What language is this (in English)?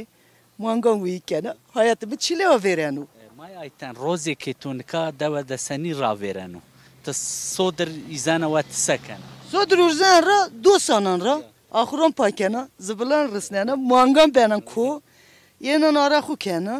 Zaza